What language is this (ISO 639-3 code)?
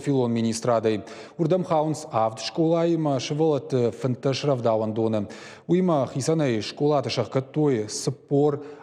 oss